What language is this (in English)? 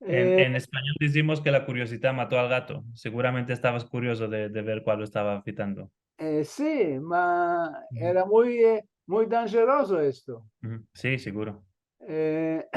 Ladino